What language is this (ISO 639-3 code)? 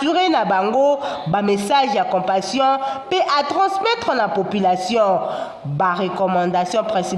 lin